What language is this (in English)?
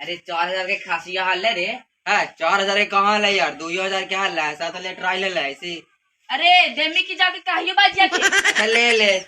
Magahi